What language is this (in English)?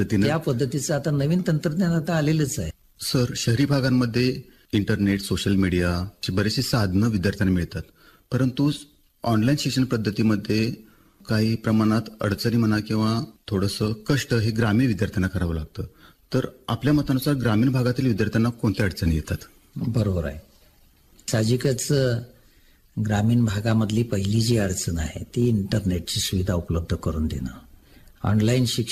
Marathi